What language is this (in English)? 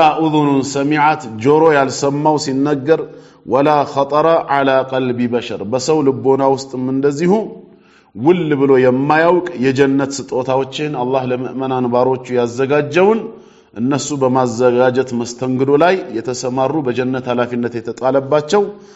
Amharic